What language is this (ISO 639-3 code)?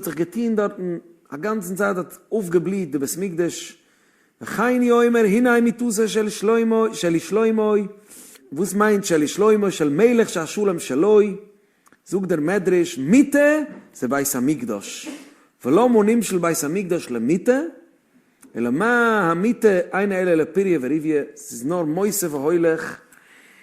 yid